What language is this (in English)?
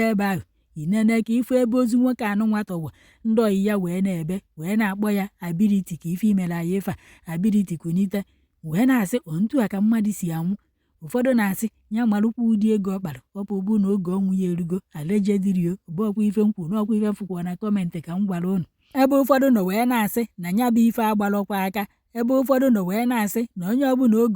Igbo